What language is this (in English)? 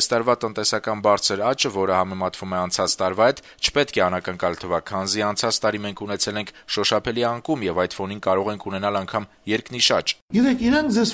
Armenian